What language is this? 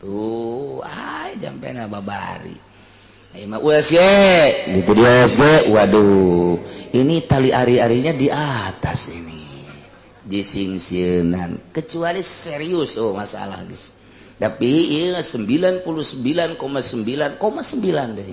Sundanese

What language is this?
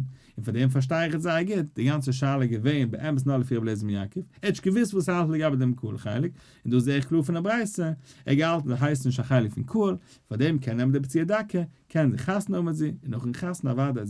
Yiddish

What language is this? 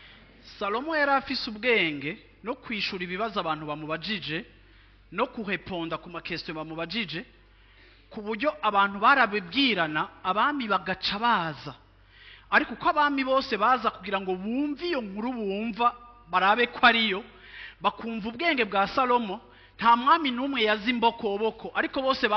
Rundi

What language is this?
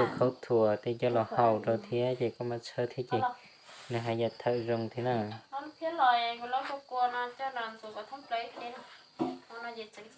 Hmong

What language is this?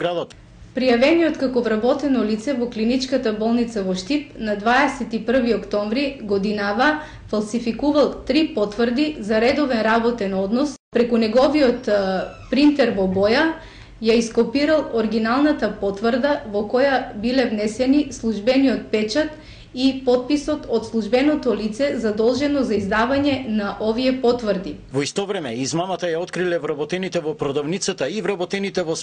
Macedonian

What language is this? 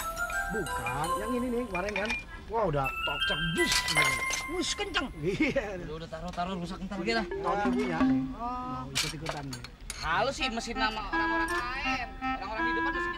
Betawi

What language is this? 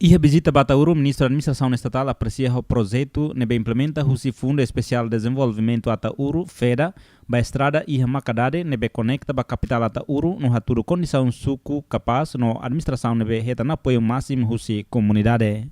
Tetum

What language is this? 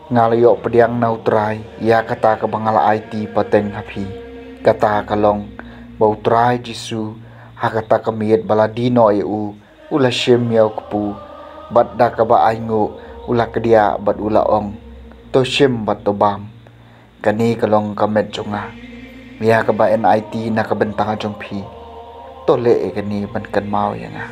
Khasi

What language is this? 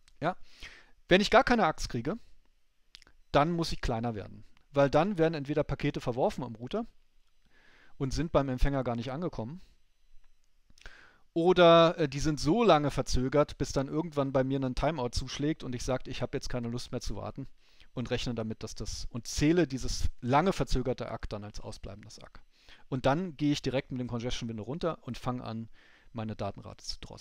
German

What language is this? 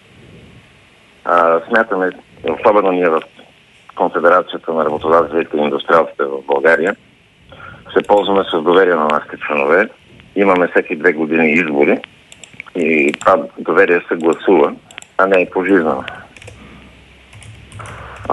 Bulgarian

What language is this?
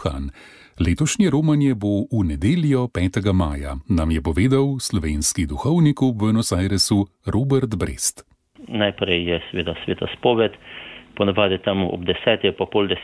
Slovenian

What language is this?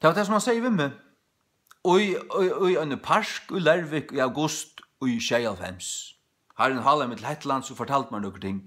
Faroese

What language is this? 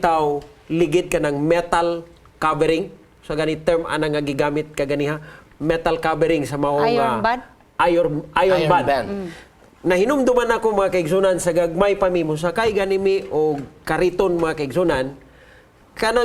Cebuano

